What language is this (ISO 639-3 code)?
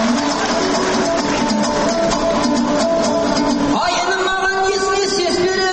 kaz